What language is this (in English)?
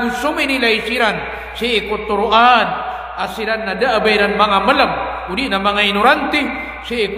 Maranao